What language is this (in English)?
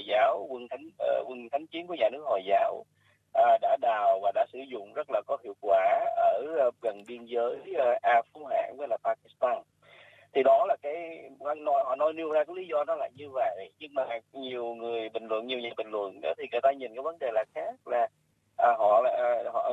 Vietnamese